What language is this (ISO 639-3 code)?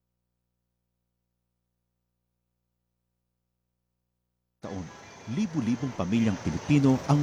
fil